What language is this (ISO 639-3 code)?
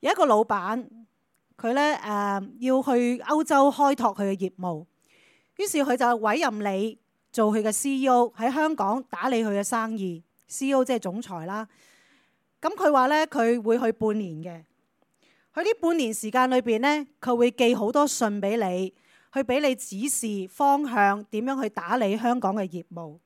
yue